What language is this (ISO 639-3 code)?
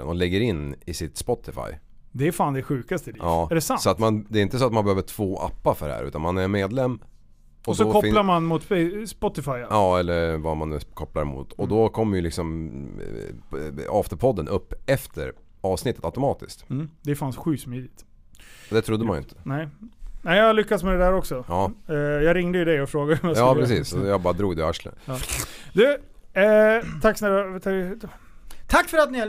swe